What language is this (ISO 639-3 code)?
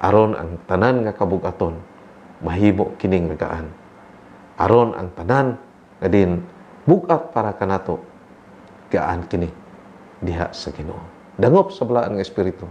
ceb